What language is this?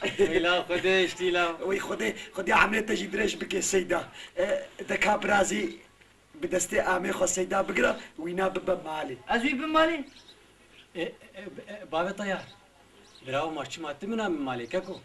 Kurdish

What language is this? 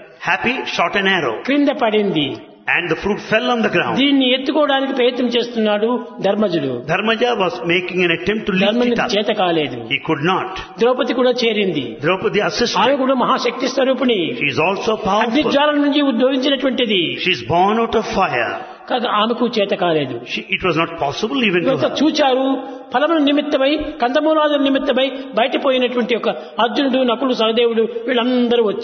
Telugu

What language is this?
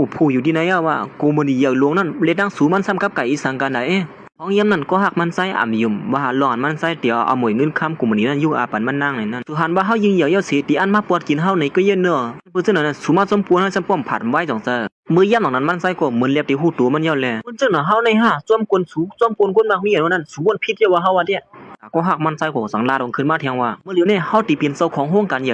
Shan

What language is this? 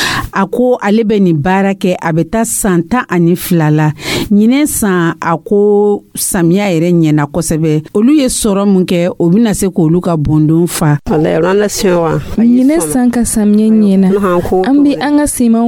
Dyula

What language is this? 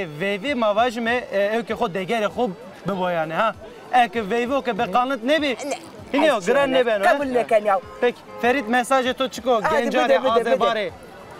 Zaza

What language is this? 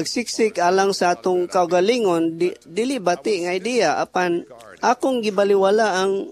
Cebuano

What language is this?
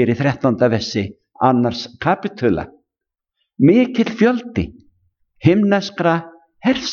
Icelandic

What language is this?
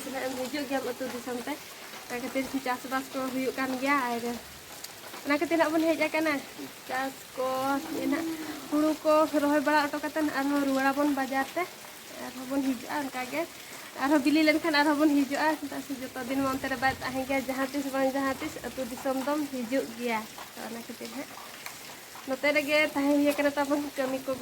Santali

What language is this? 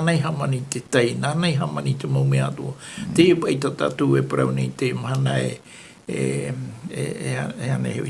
Tahitian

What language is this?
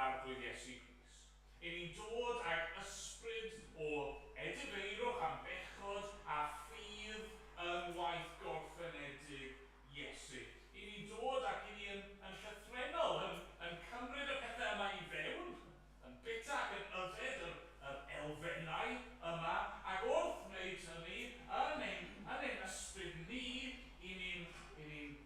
Welsh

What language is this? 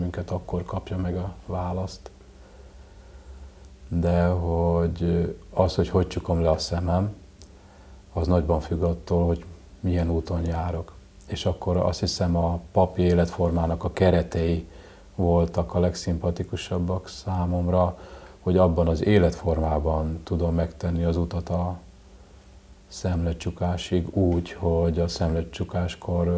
Hungarian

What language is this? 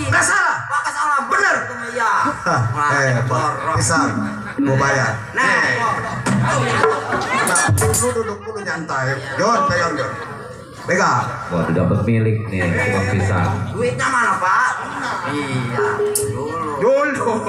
Betawi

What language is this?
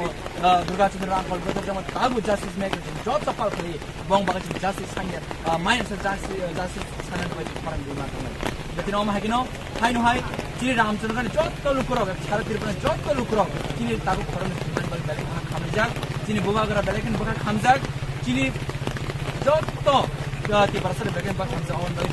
Kok Borok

